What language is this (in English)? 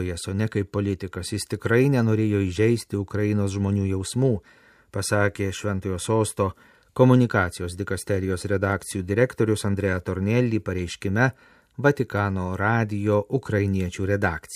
Lithuanian